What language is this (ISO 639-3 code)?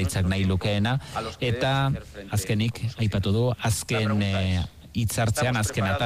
eus